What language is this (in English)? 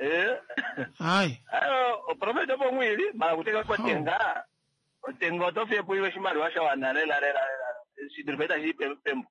Kuanyama